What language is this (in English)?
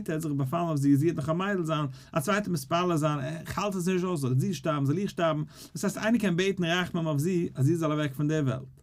Yiddish